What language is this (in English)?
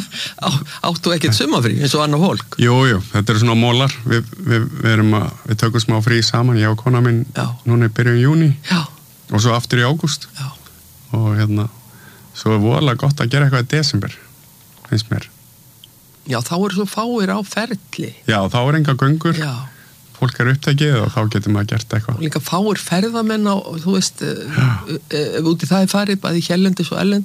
Icelandic